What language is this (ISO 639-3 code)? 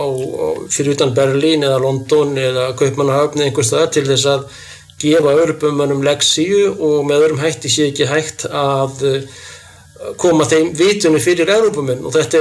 isl